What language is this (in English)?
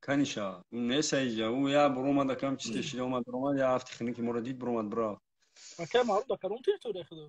Tajik